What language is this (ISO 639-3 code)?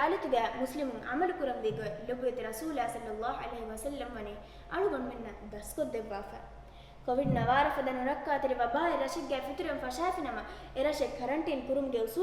div